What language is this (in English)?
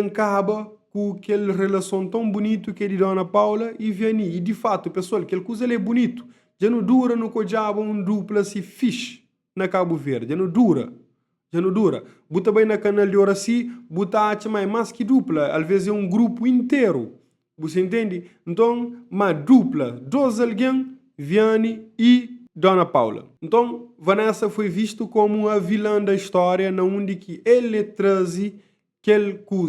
Kabuverdianu